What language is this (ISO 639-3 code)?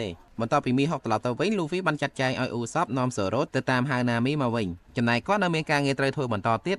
khm